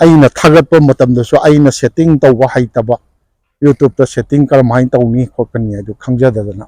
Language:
Manipuri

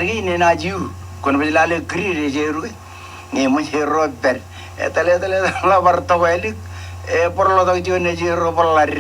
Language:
Marshallese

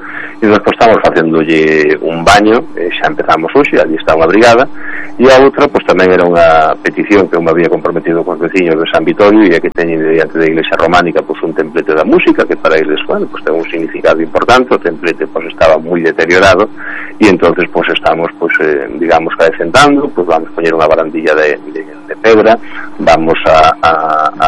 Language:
Galician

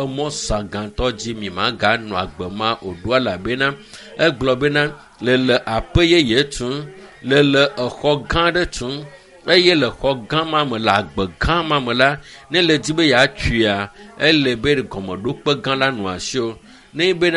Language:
Ewe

